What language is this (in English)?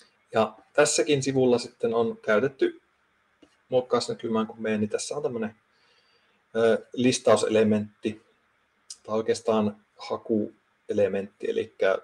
Finnish